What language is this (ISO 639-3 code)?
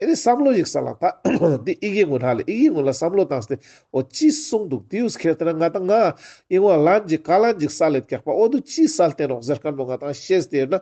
lbj